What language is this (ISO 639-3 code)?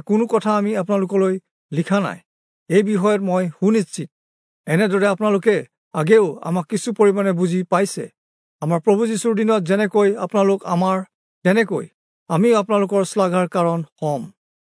asm